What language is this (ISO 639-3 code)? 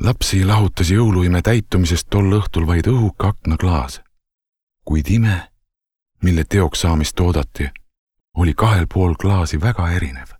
est